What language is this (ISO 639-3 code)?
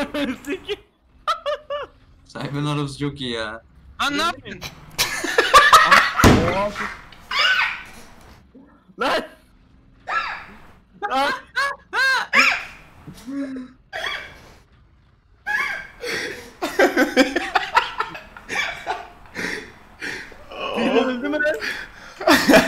tur